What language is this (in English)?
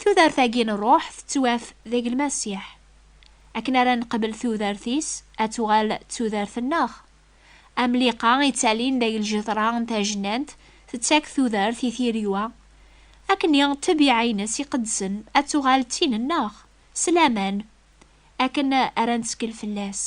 Kabyle